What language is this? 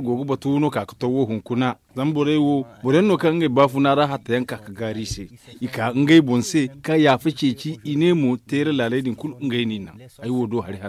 Zarma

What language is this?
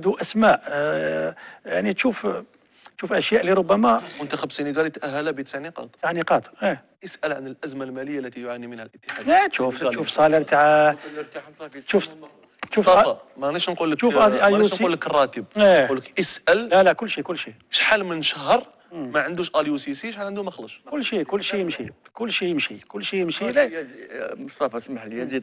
Algerian Arabic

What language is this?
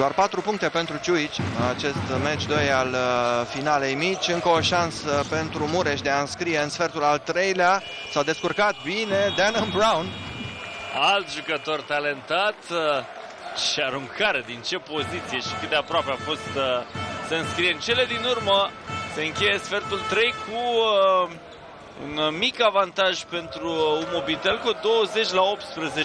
Romanian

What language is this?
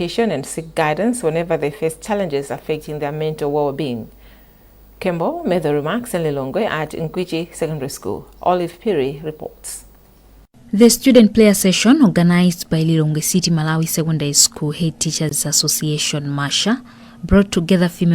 English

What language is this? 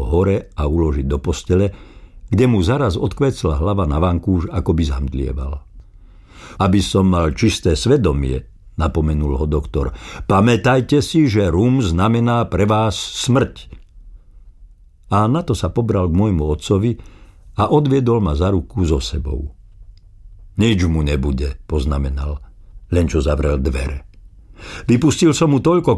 Slovak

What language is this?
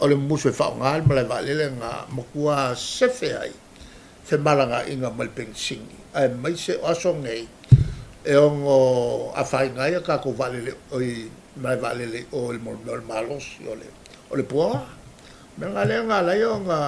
Samoan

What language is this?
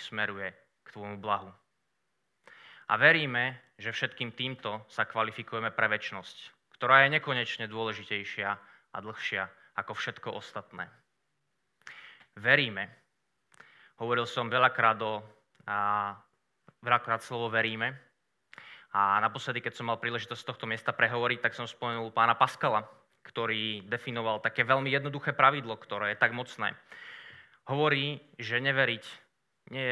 Slovak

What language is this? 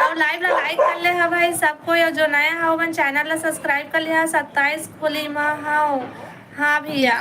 Chhattisgarhi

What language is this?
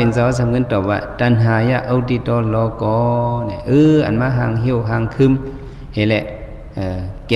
Shan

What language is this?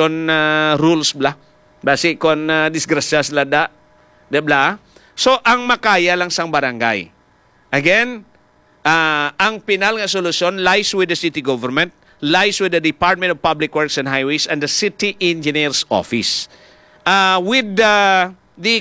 Hiligaynon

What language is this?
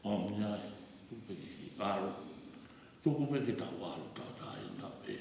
Tongan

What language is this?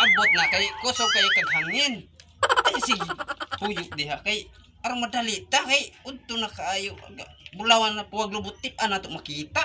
Cebuano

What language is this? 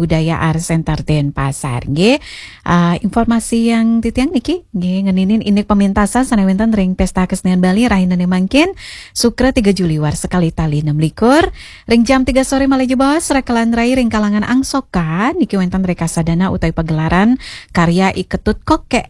Balinese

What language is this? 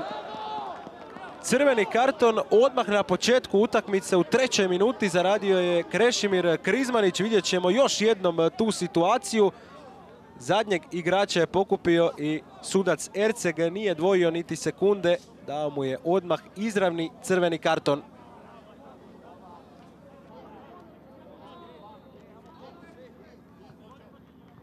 Croatian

